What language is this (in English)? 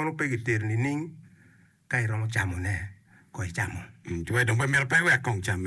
Acoli